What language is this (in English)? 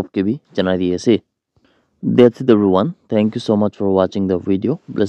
Naga Pidgin